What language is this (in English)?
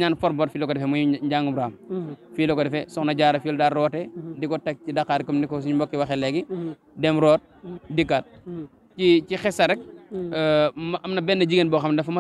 Wolof